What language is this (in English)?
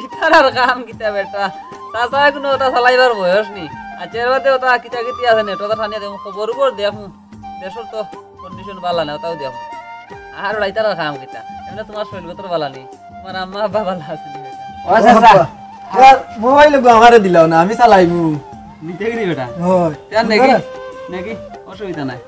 Sylheti